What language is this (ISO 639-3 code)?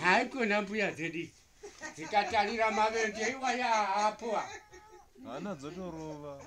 sna